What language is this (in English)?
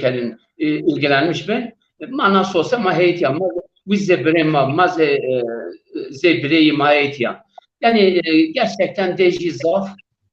Zaza